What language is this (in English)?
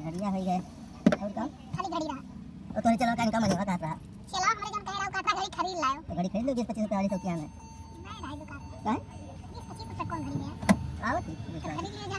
Awadhi